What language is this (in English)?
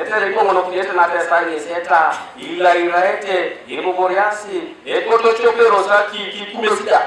Teso